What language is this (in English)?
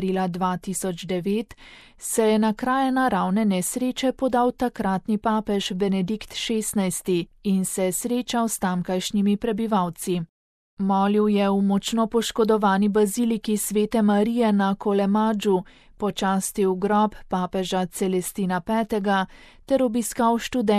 Slovenian